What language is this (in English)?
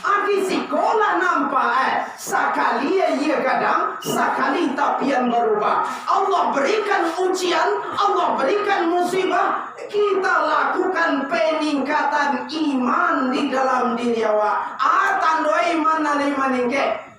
Minangkabau